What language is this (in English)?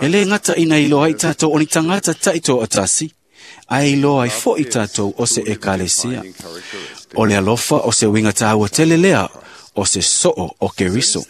Samoan